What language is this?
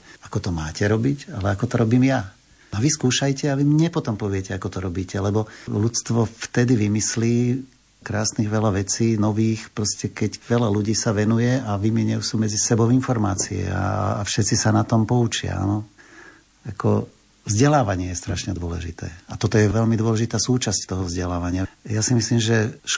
Slovak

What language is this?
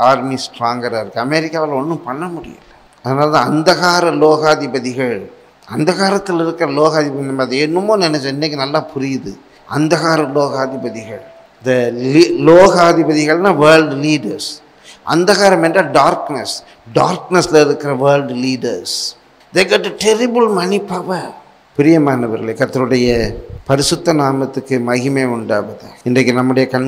Tamil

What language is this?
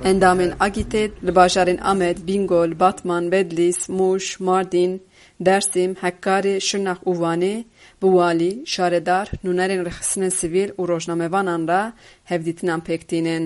Kurdish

